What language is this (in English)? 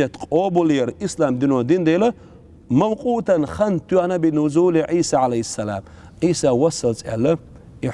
Chechen